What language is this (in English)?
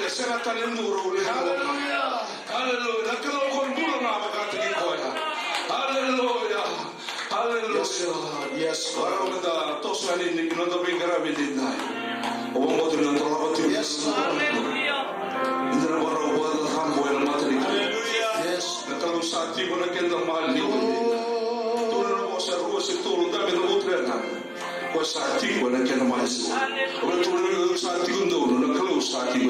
Fijian